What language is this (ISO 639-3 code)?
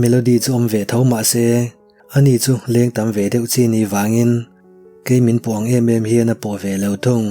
lus